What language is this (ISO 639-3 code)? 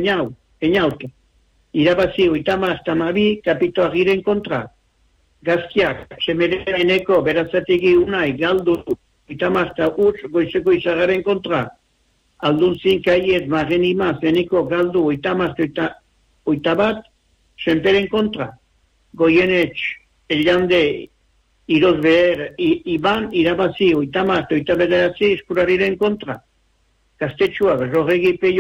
eus